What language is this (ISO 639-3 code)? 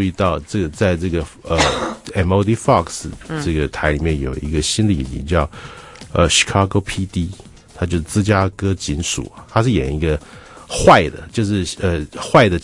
zho